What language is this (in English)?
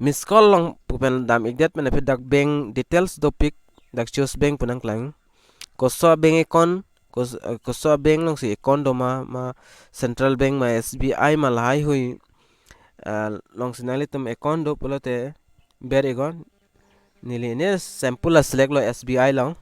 Karbi